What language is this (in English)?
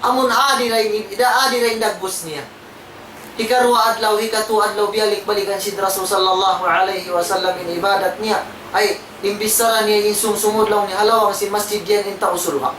Tausug